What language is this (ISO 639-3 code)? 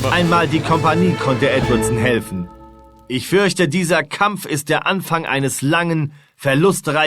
bar